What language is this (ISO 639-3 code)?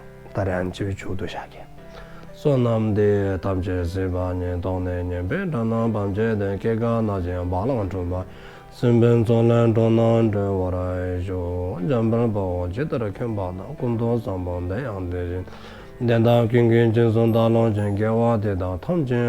dzo